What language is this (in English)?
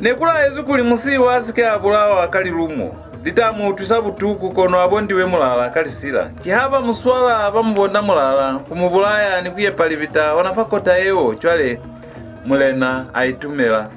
Lozi